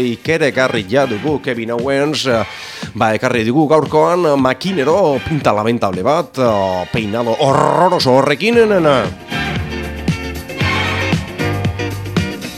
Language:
Basque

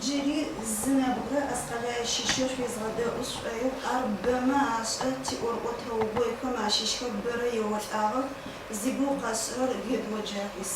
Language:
Adyghe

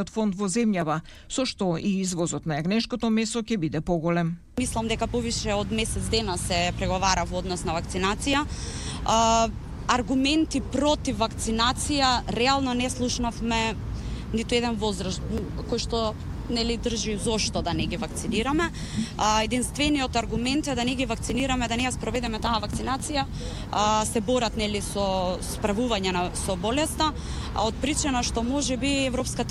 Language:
Macedonian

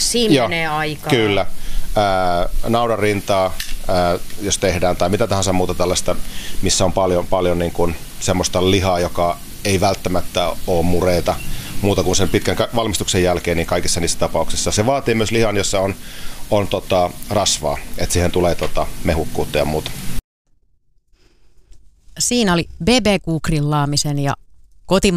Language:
Finnish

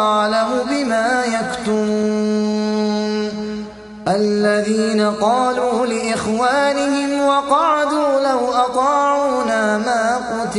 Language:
Arabic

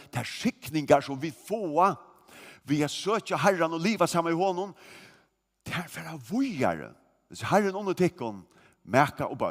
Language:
Faroese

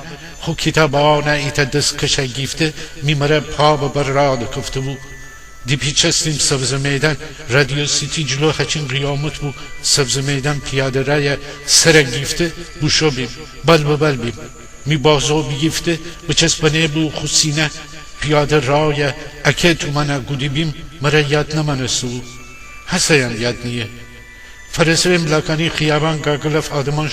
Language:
Gilaki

